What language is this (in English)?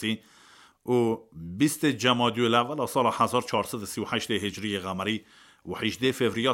Kurdish